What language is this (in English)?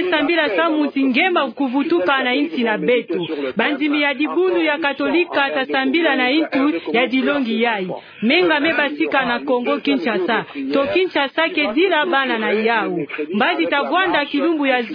Kituba (Democratic Republic of Congo)